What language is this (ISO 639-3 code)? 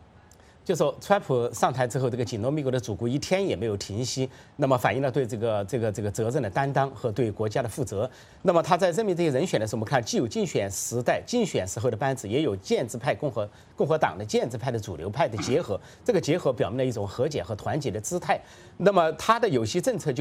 zho